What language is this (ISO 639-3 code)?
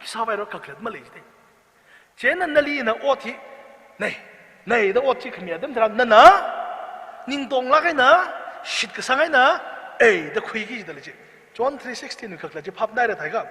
nmf